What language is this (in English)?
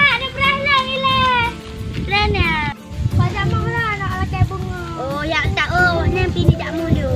Achinese